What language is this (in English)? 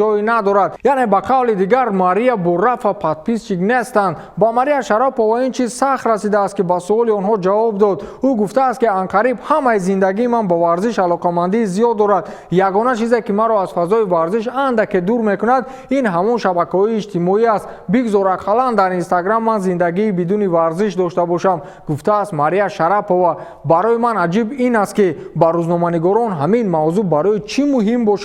Tajik